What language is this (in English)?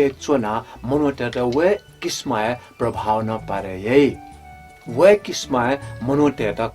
Newari